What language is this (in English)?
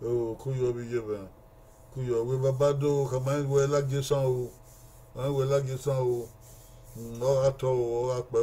Bini